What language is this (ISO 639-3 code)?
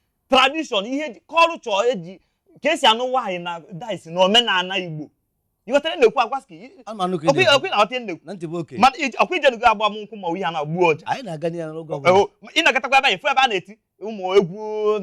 ibo